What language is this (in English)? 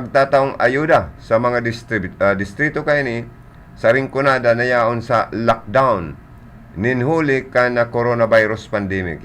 Bikol